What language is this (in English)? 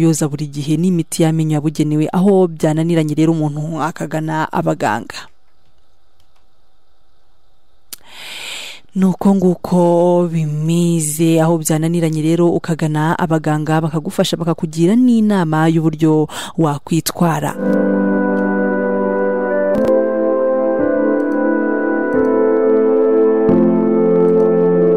Kinyarwanda